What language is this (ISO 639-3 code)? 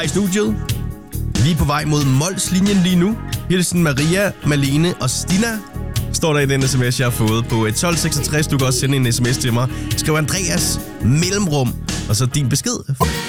dan